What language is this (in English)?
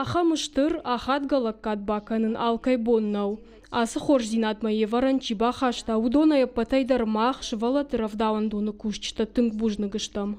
Ossetic